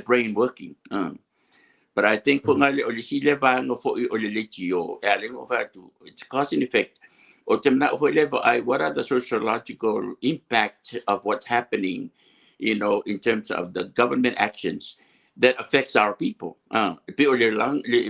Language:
Samoan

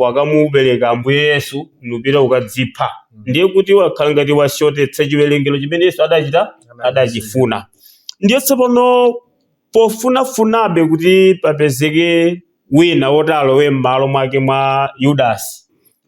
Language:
Nyanja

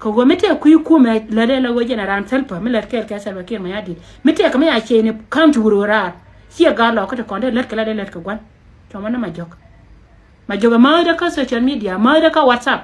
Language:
Nuer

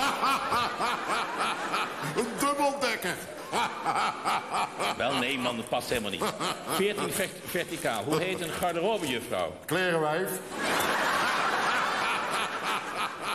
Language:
Dutch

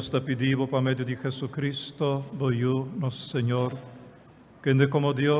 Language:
Papiamento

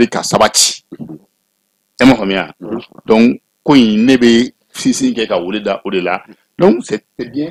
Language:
Bambara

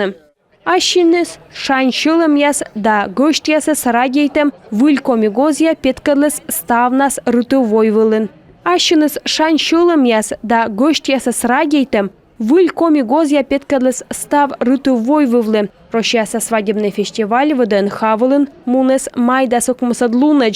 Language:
Komi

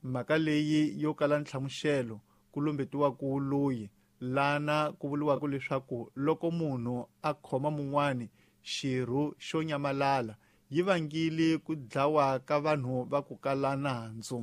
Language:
Tsonga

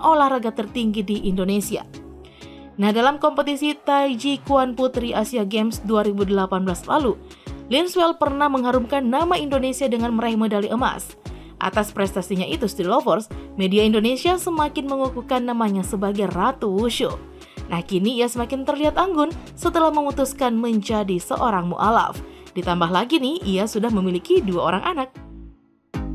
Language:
Indonesian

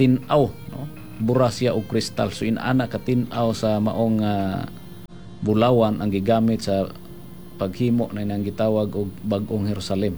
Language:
Cebuano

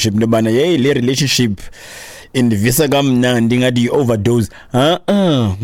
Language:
Xhosa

